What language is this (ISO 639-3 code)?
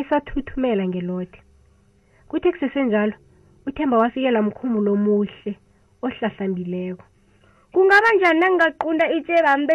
nbl